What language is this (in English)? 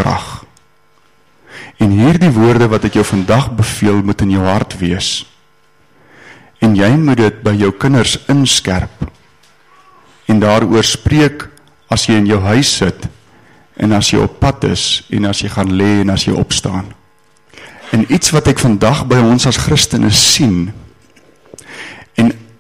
Afrikaans